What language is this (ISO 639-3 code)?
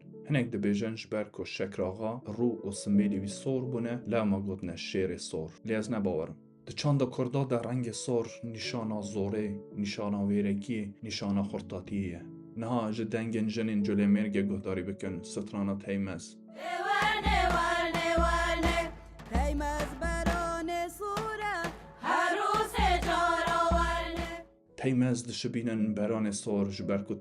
kur